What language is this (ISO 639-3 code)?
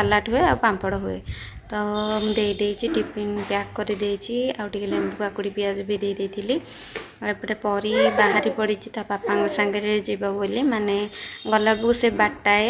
ori